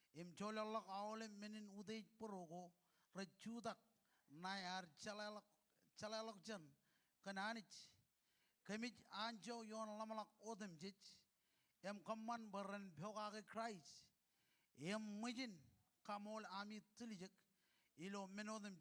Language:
Marshallese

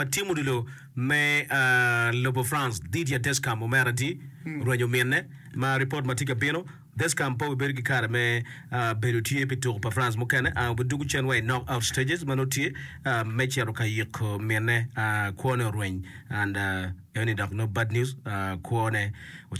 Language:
Acoli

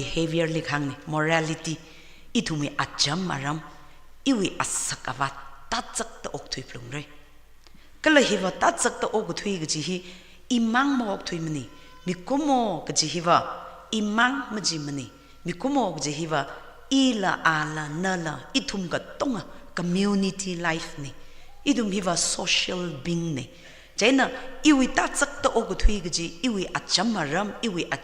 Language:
Tangkhul Naga (India)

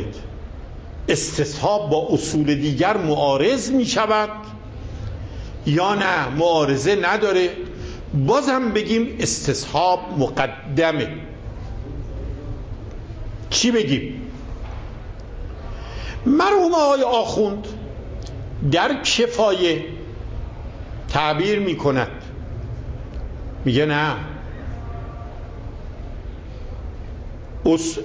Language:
Persian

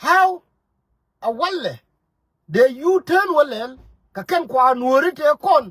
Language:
Nuer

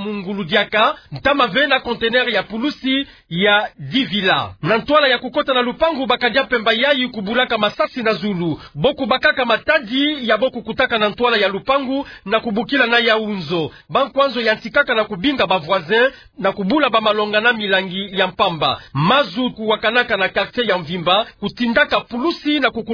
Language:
Kituba (Democratic Republic of Congo)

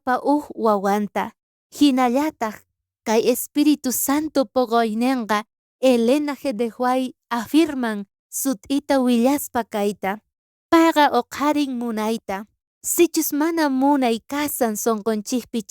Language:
South Bolivian Quechua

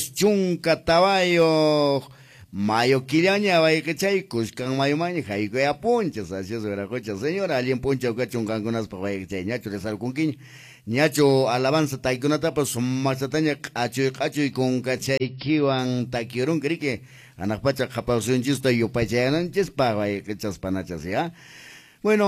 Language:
Quechua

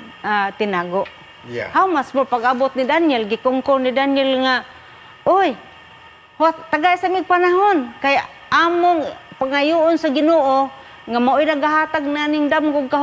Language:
Cebuano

